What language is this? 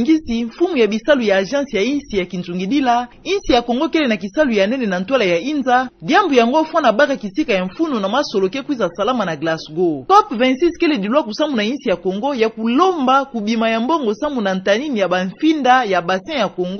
Kituba (Democratic Republic of Congo)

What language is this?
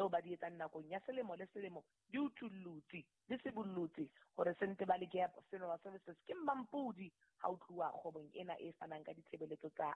Southern Sotho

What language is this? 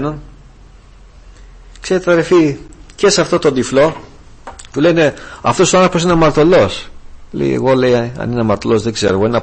Greek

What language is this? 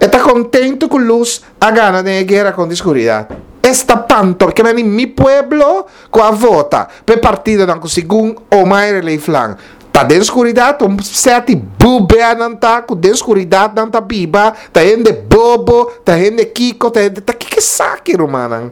Papiamento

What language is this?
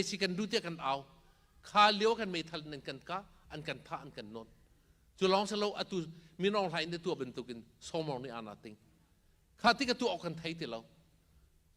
Hakha Chin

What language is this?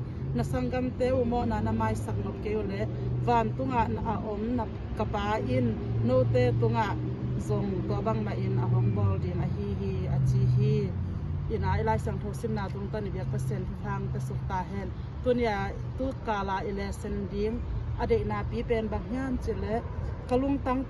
Tedim Chin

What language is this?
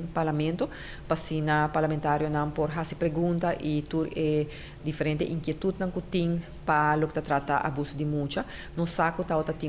Papiamento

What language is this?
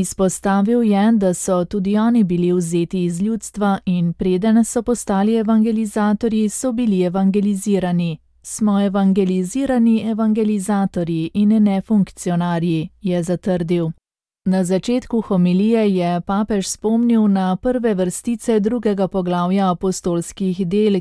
Slovenian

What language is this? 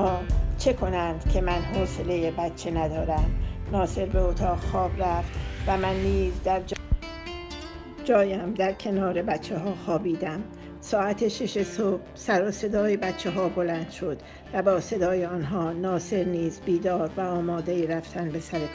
Persian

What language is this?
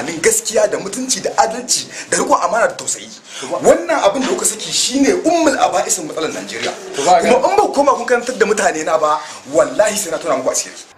Hausa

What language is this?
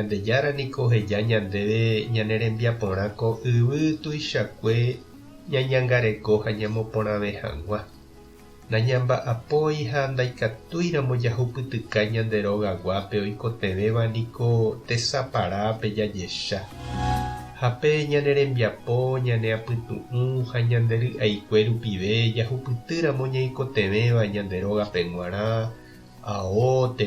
Guarani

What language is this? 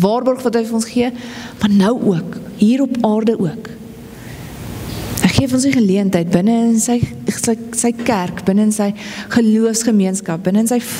Afrikaans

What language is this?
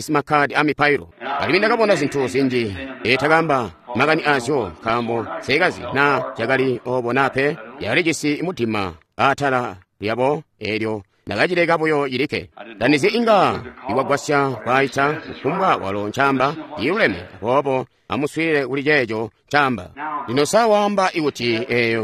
Tonga (Zambia)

